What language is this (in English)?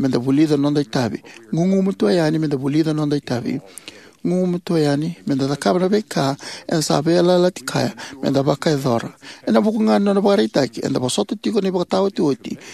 Fijian